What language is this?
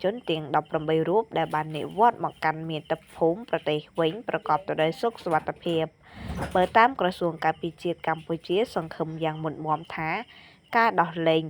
Khmer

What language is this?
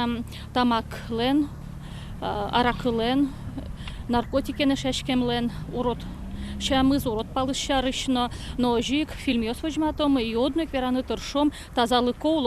Udmurt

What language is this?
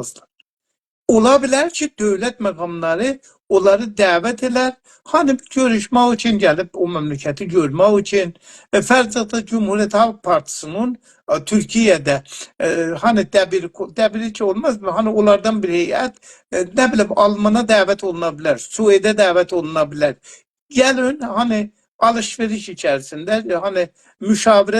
South Azerbaijani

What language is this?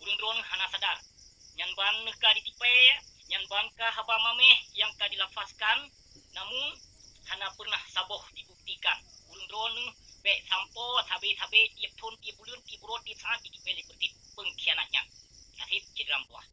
Achinese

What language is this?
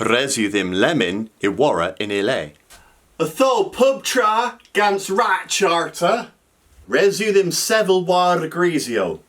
Cornish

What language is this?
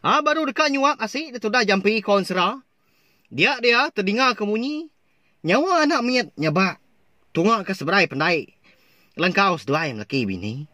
Iban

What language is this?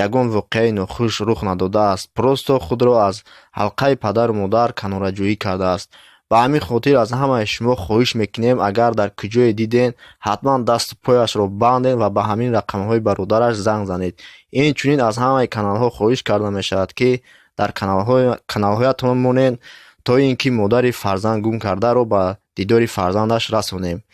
Tajik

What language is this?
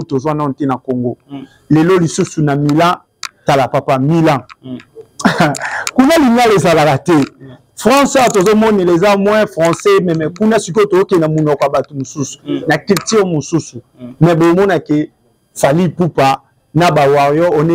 Lingala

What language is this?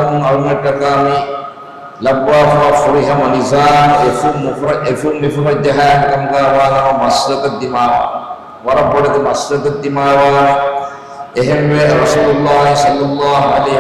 Divehi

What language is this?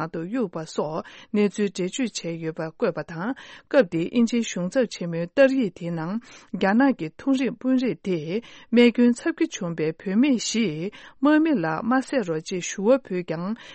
Tibetan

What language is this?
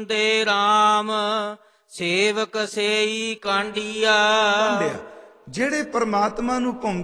Punjabi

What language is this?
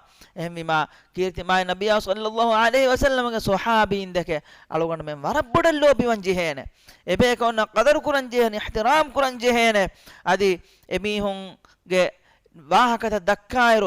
Divehi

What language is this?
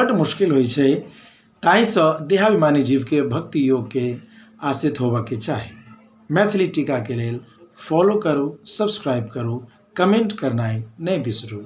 Maithili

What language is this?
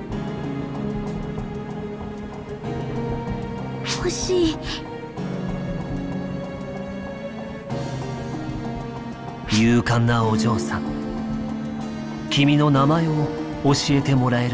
Japanese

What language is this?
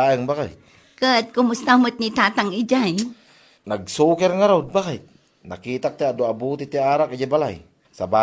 Iloko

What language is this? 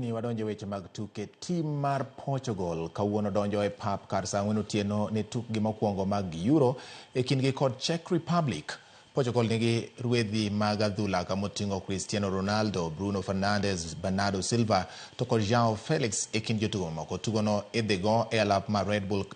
Luo (Kenya and Tanzania)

